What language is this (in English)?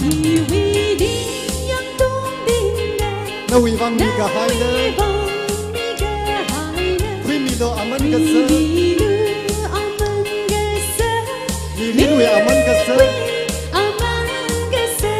Tangkhul Naga (India)